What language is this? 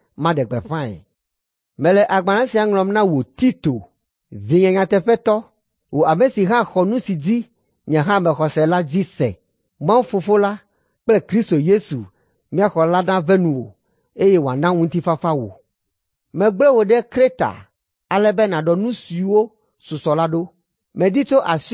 Ewe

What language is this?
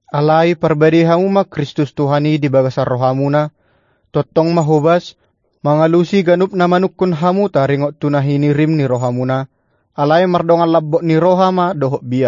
Batak Toba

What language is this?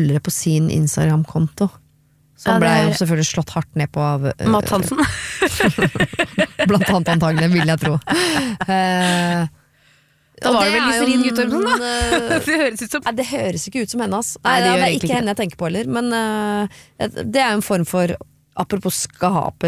Norwegian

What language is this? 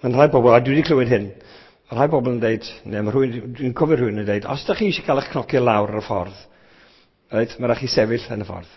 Welsh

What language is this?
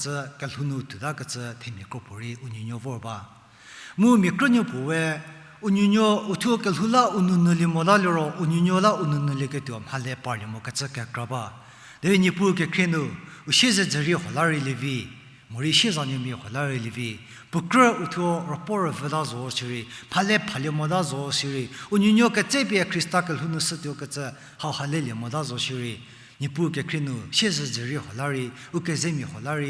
Angami Naga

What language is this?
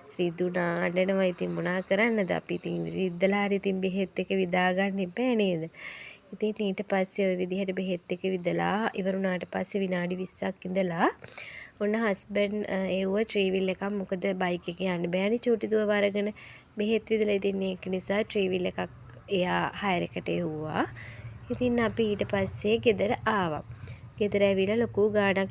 Sinhala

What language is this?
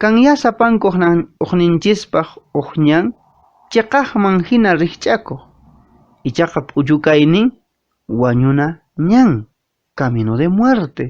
Quechua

